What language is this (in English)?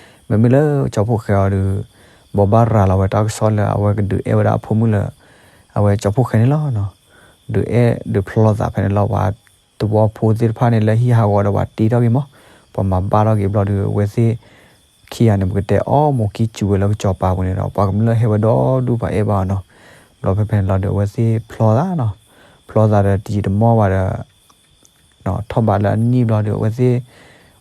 S'gaw Karen